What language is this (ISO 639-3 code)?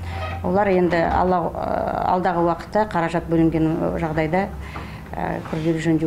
kaz